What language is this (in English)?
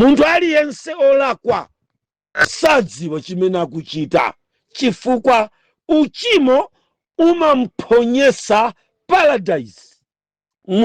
Nyanja